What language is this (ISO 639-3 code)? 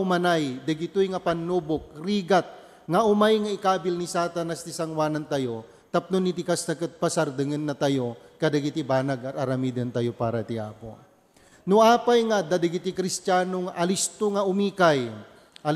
ilo